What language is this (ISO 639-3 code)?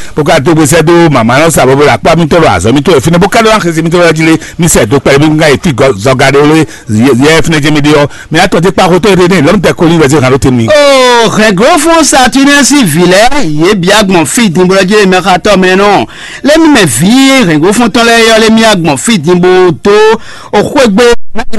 fon